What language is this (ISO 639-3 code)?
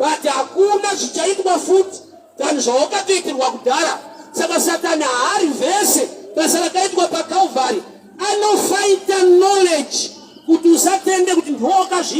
sna